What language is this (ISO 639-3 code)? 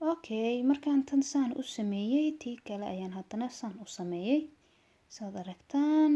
som